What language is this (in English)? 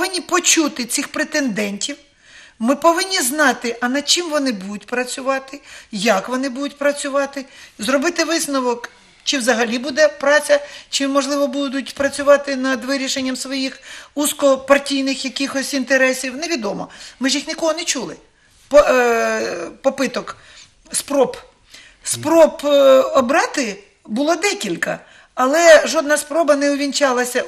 Ukrainian